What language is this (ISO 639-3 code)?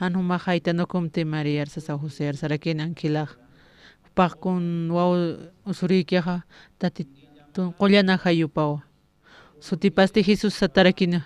aym